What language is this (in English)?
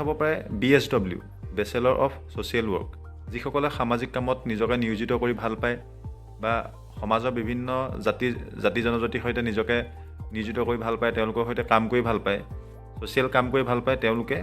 Assamese